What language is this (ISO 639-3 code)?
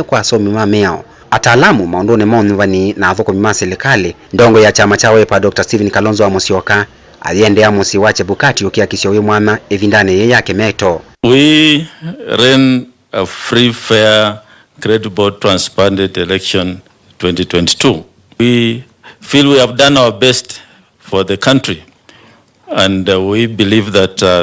kam